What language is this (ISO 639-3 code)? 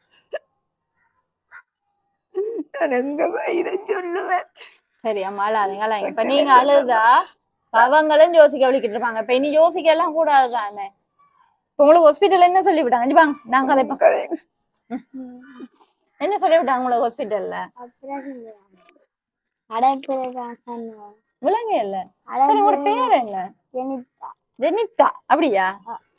tam